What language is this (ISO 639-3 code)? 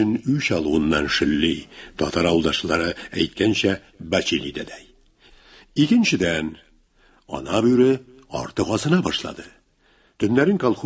tat